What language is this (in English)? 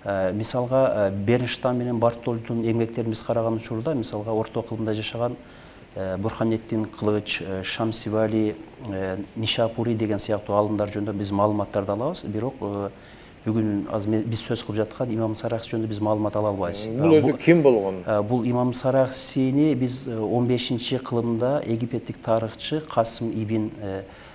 Kyrgyz